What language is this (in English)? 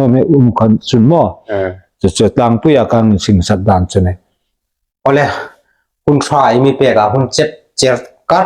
Hmar